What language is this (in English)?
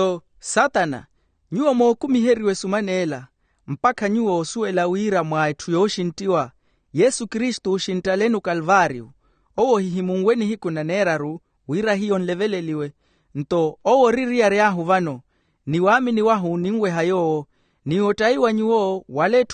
Makhuwa